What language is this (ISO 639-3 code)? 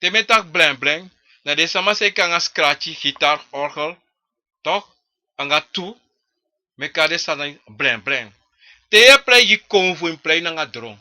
srn